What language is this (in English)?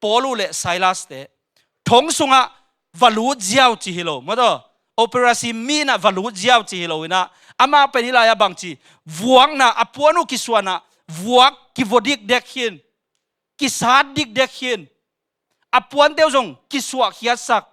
Tedim Chin